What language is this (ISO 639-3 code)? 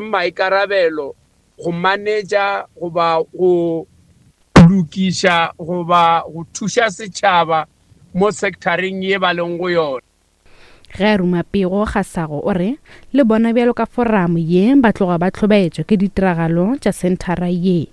nso